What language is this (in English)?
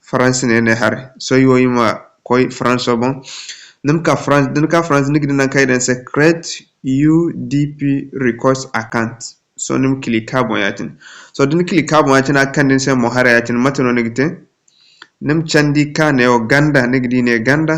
Zarma